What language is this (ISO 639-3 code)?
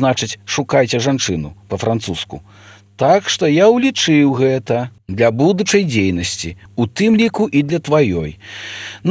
bel